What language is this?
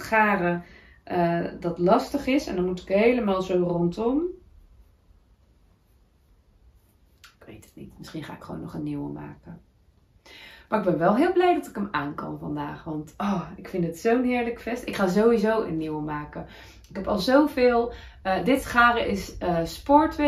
Dutch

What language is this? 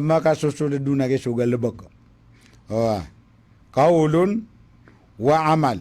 Maranao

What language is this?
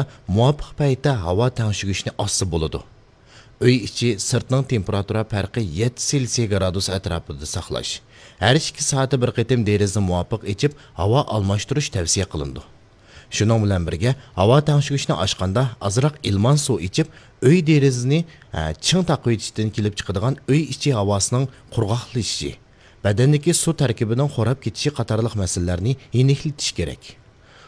Uyghur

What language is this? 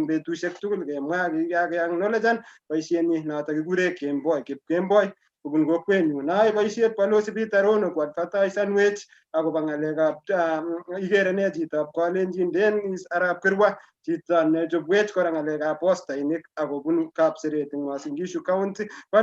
Kalenjin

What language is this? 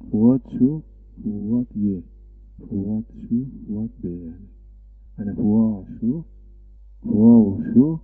Zaza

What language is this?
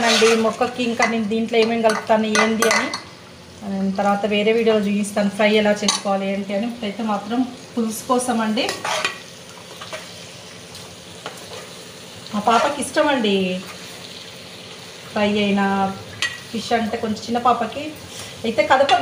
Telugu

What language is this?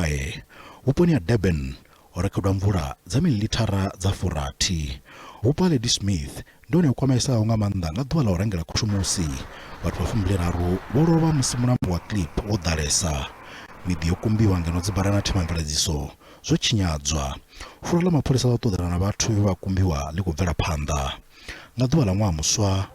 Venda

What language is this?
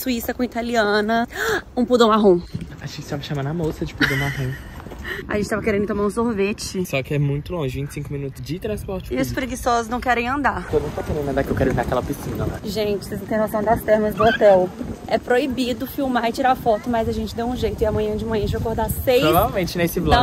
Portuguese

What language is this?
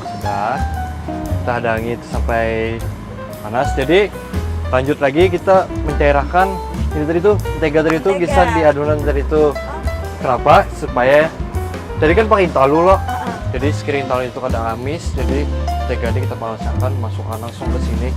Banjar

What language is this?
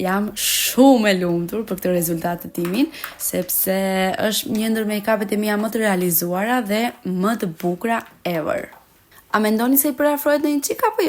Albanian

